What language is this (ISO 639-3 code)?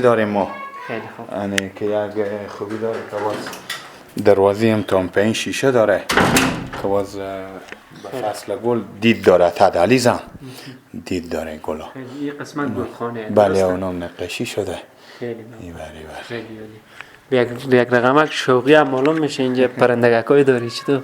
fas